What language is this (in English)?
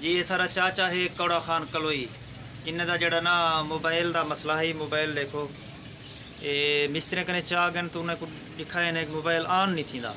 Saraiki